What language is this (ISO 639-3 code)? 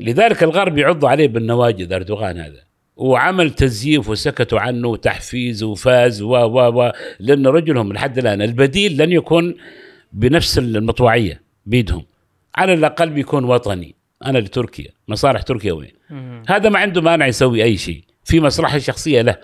afb